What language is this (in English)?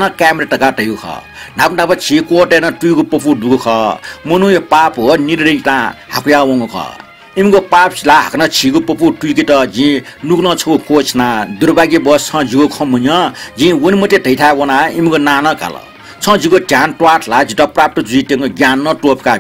Newari